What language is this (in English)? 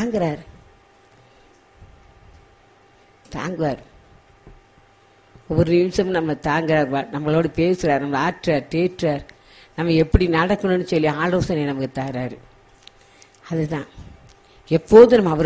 Tamil